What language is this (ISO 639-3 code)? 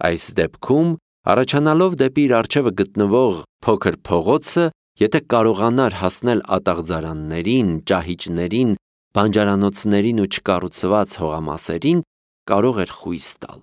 hye